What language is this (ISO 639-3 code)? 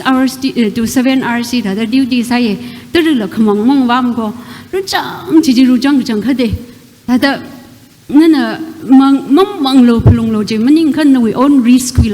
nmf